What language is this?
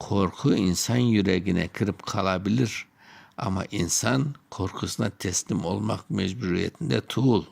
Crimean Tatar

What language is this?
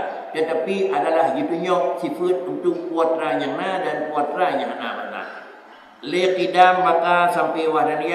Achinese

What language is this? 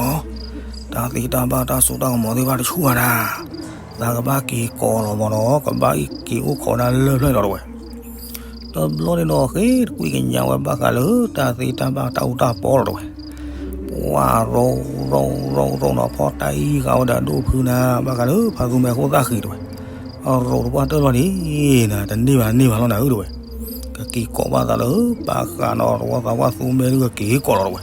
S'gaw Karen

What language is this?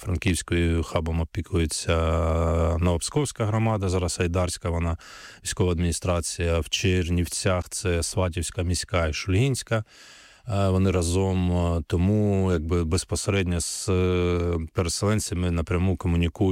Ukrainian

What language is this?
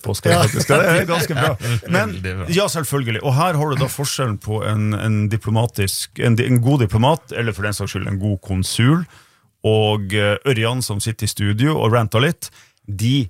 Norwegian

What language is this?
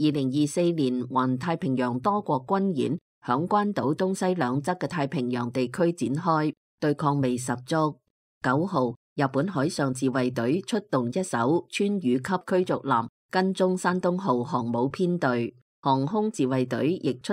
Cantonese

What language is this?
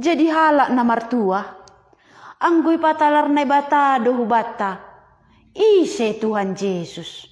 Batak Simalungun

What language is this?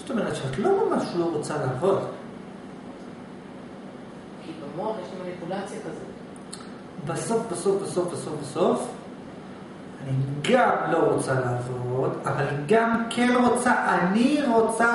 Hebrew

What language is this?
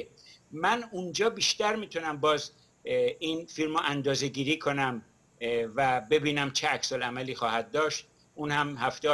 Persian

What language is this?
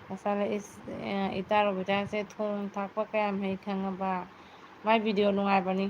Manipuri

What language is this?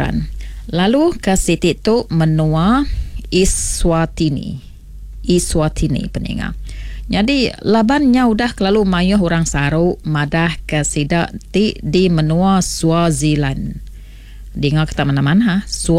Iban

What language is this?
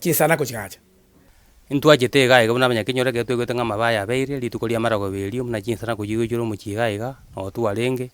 Gusii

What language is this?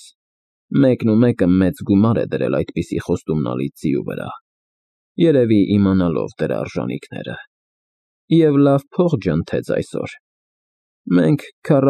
Armenian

